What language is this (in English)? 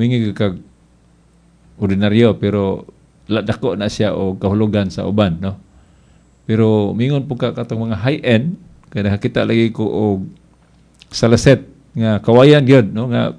Cebuano